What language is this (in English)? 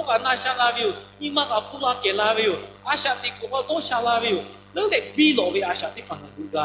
Lahu